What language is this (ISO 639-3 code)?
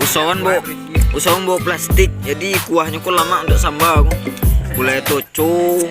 min